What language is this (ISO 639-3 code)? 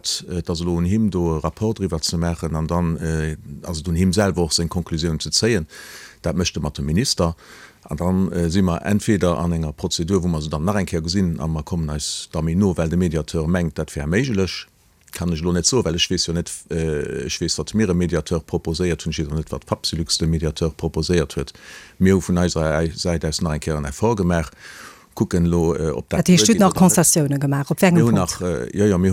ltz